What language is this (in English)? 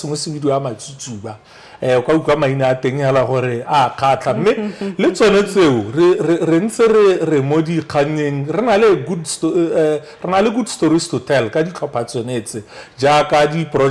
Tswana